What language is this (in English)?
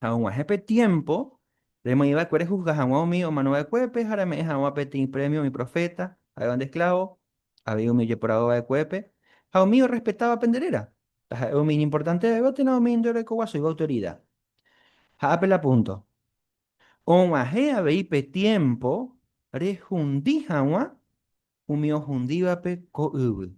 Guarani